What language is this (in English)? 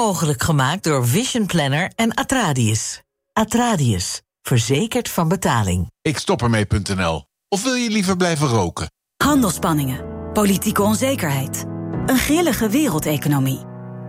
Dutch